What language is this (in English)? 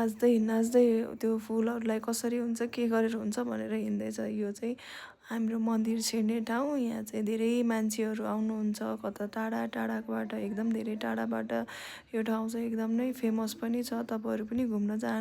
Nepali